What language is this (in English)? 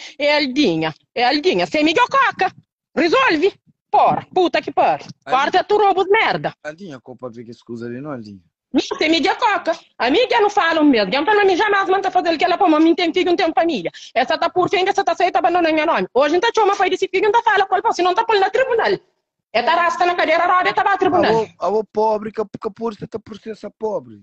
Kabuverdianu